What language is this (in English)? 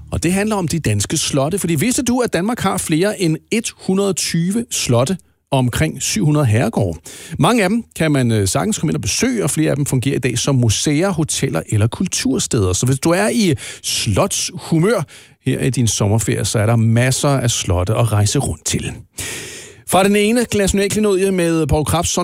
Danish